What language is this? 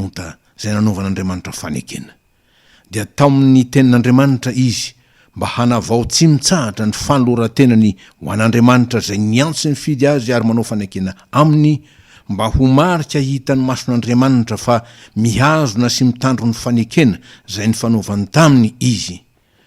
Malagasy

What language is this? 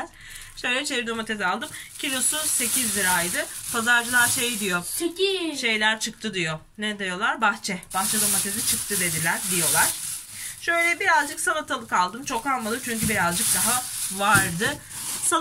Turkish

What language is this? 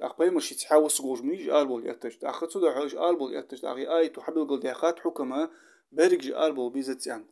Ingush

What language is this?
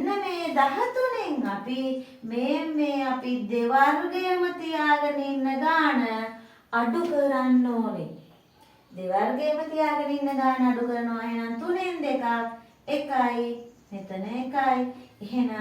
Sinhala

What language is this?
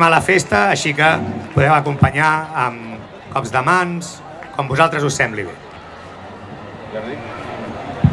Catalan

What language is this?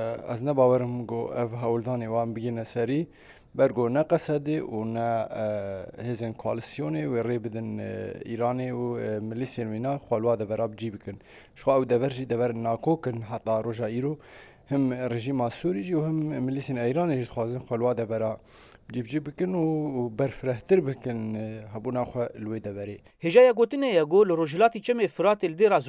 Kurdish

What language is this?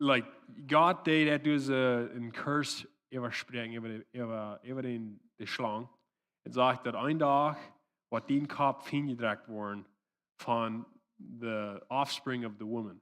Plautdietsch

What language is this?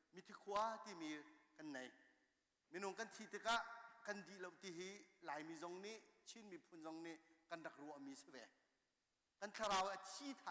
Hakha Chin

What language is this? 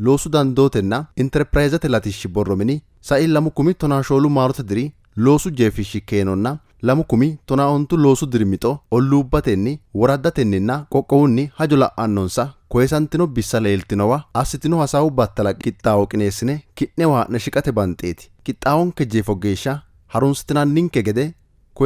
Sidamo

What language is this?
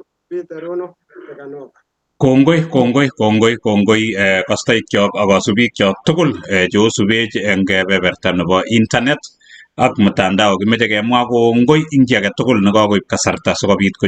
Kalenjin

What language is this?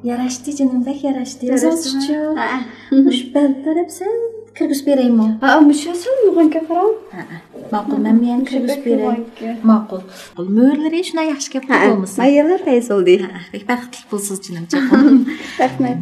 Uyghur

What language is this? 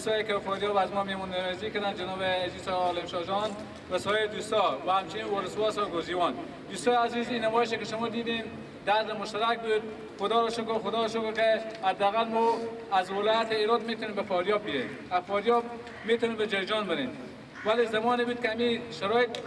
Persian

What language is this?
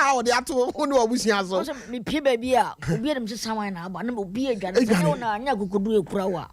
Akan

